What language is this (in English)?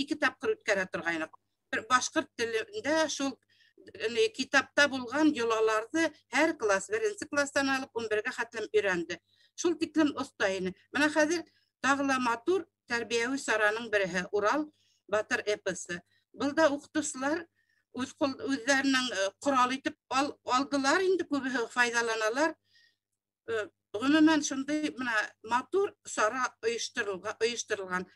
Bashkir